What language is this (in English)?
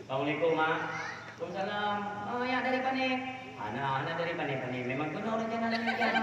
Achinese